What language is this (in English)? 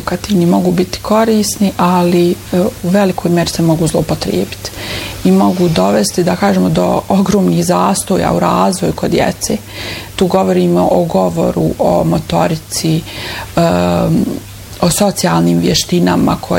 Bosnian